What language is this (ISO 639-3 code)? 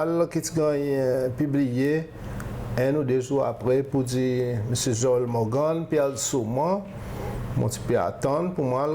crs